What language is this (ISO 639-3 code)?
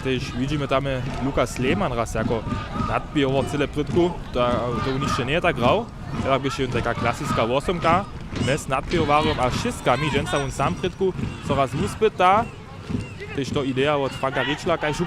hsb